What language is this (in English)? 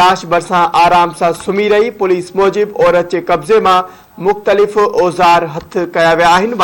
Sindhi